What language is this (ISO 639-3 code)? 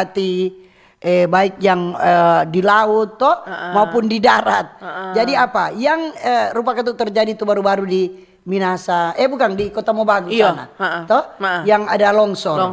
xmm